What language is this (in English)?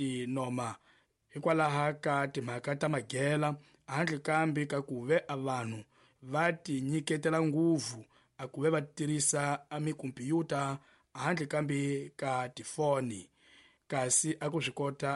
Tsonga